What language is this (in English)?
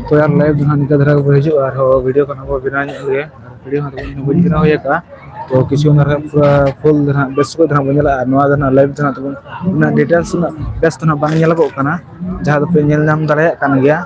Santali